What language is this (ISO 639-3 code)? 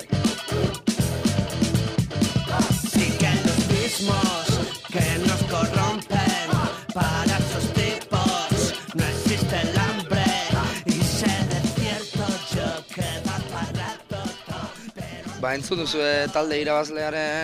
eus